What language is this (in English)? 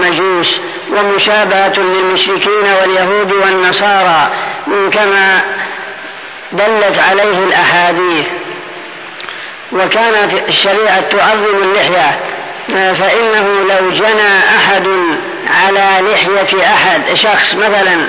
Arabic